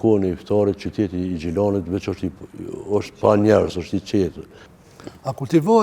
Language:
Albanian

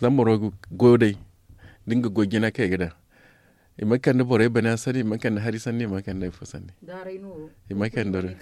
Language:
Zarma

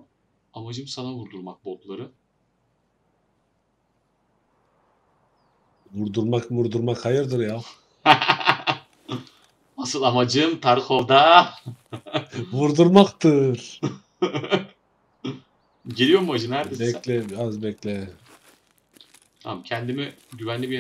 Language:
Turkish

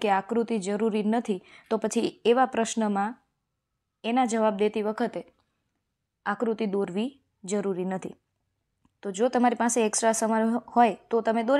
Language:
Gujarati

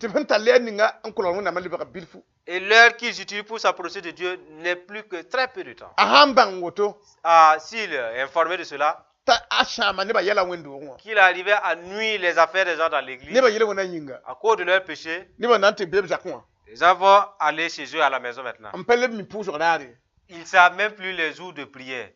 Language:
Mossi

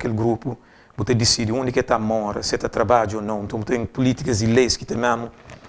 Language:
Kabuverdianu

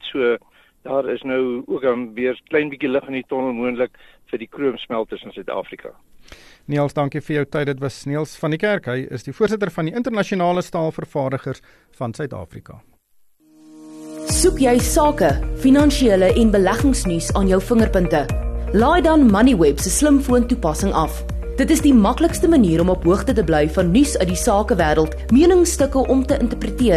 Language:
Afrikaans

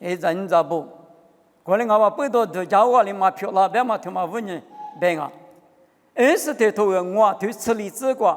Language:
Lisu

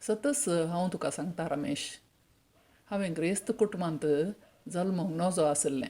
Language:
Konkani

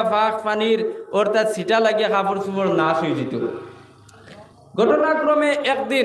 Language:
Sylheti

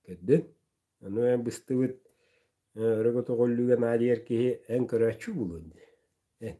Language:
Yakut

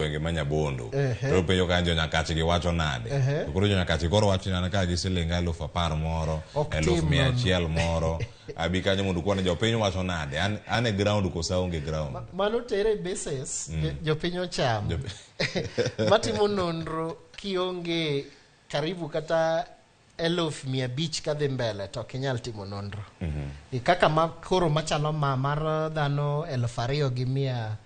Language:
Luo (Kenya and Tanzania)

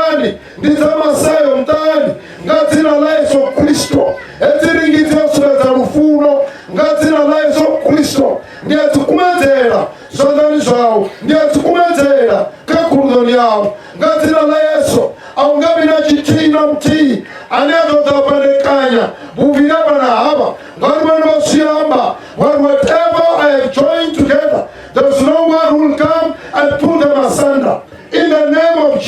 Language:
Venda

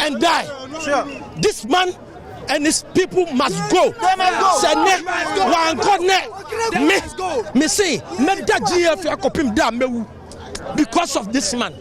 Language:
Akan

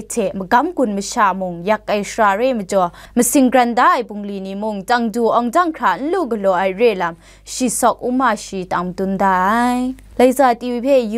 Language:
Kachin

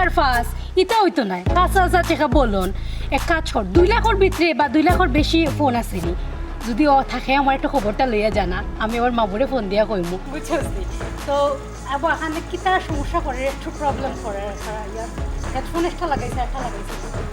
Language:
Sylheti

